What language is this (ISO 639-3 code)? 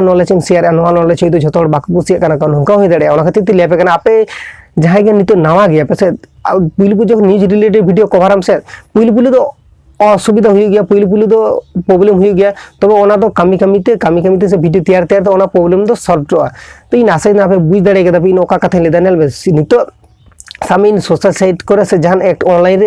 sat